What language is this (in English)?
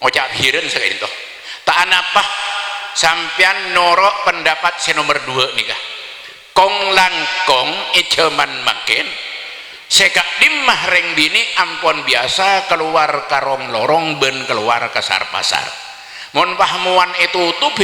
Madurese